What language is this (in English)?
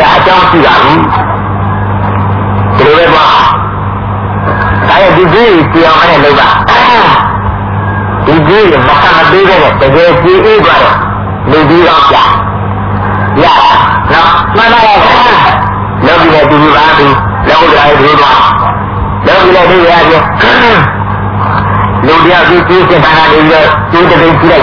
Burmese